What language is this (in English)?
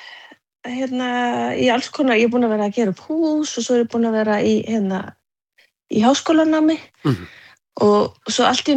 Icelandic